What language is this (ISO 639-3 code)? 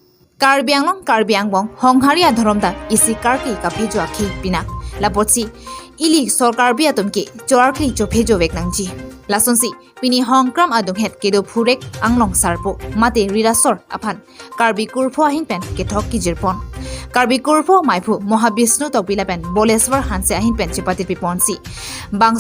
mjw